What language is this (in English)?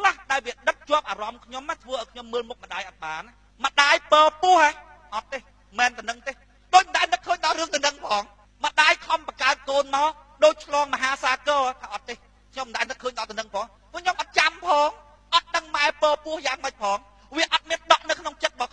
Khmer